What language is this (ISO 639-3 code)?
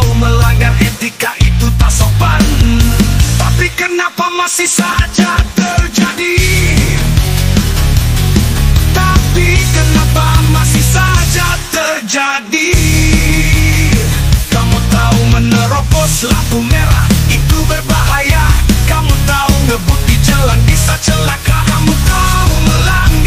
ind